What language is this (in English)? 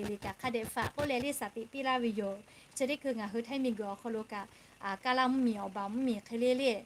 Lahu